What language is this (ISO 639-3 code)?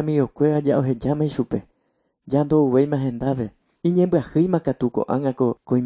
grn